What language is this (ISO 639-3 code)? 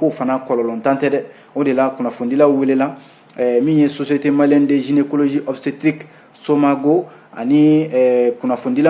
bam